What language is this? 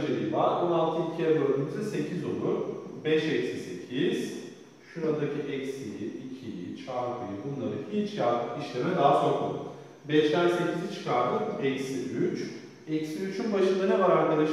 Turkish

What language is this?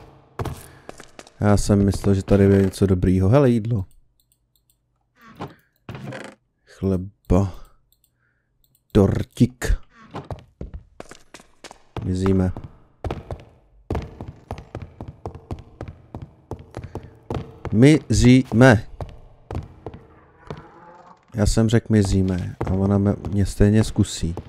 Czech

